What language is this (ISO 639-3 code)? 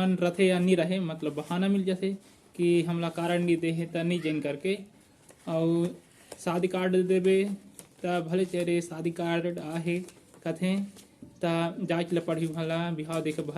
hne